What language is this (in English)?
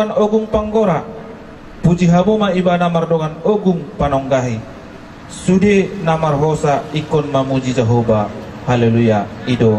Batak Toba